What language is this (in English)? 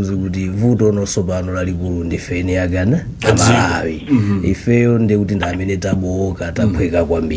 Nyanja